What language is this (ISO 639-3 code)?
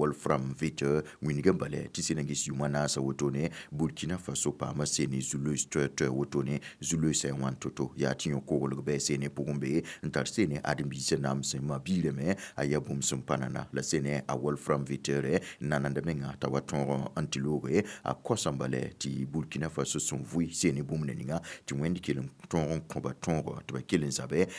mos